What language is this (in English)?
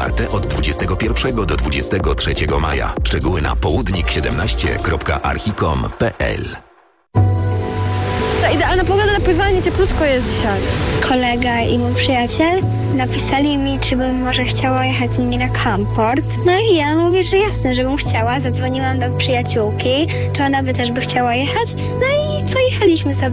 Polish